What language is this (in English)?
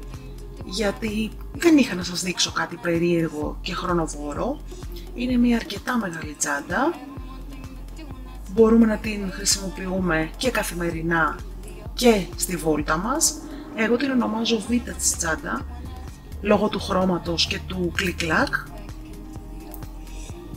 Greek